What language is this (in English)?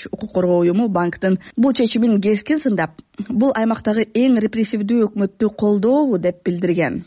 Kyrgyz